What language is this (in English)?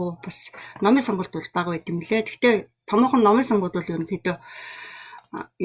Mongolian